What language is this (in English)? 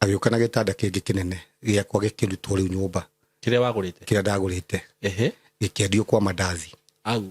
Kikuyu